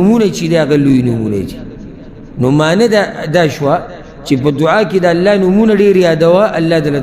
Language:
Pashto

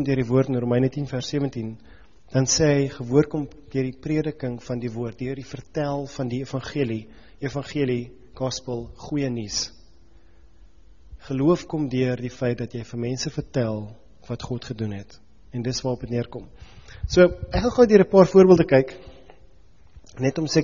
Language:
Afrikaans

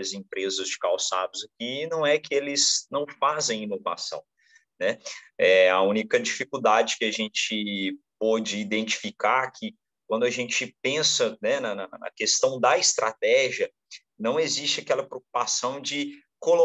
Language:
Portuguese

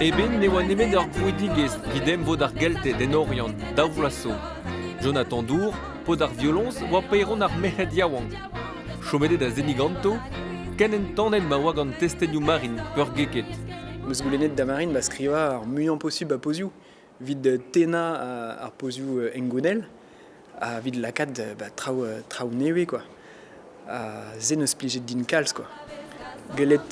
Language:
Breton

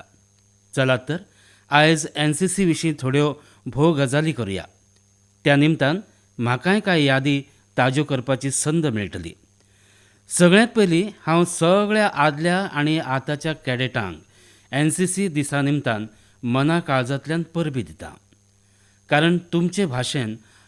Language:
Konkani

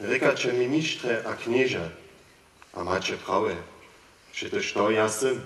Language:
Upper Sorbian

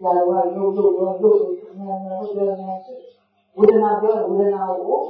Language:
Burmese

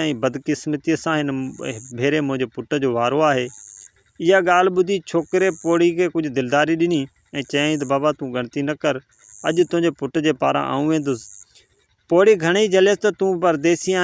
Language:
Sindhi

